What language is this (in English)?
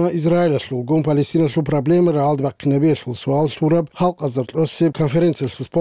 Avaric